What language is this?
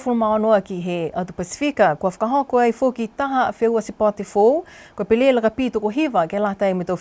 Niuean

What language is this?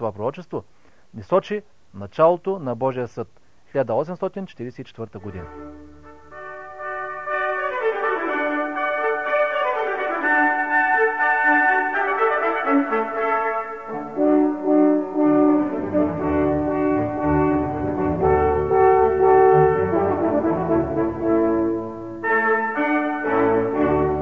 Bulgarian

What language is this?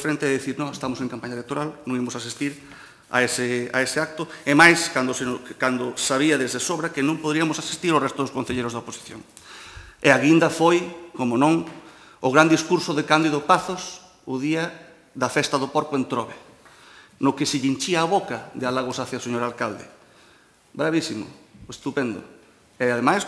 Galician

